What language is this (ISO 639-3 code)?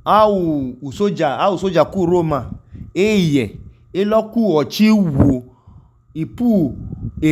idu